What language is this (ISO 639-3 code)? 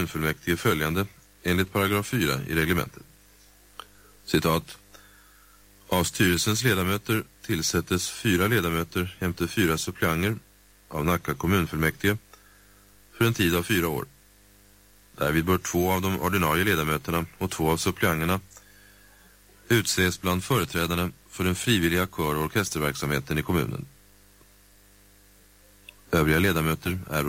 swe